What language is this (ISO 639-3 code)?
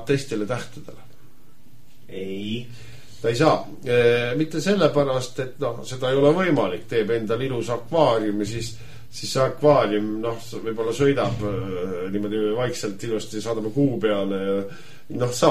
est